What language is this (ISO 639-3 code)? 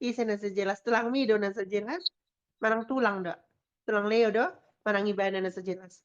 bbc